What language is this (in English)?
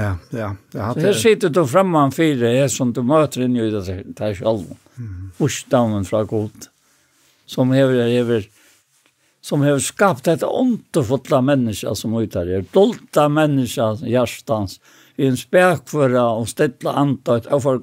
Faroese